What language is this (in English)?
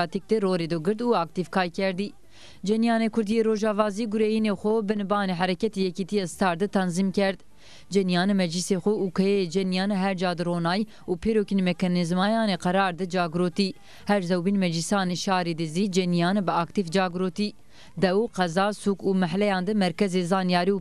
Zaza